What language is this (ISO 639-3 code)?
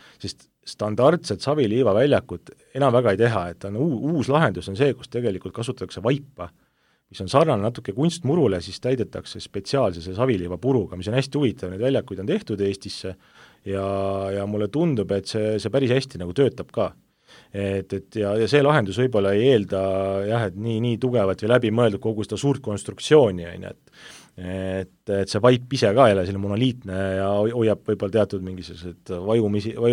est